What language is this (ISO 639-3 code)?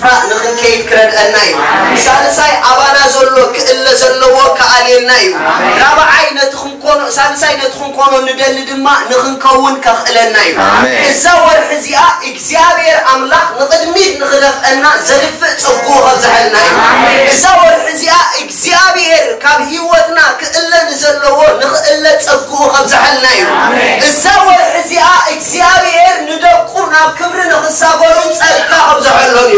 tir